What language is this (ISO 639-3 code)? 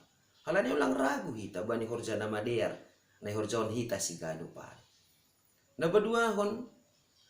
bts